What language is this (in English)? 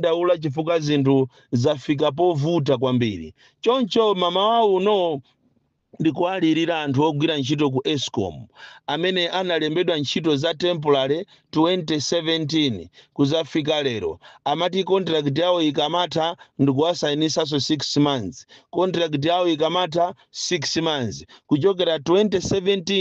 Nyanja